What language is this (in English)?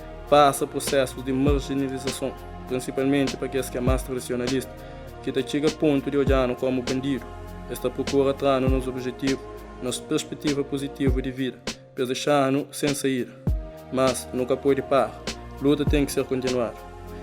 Kabuverdianu